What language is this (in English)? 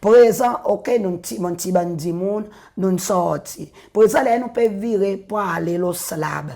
Seselwa Creole French